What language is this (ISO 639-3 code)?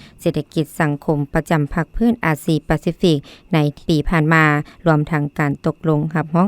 lao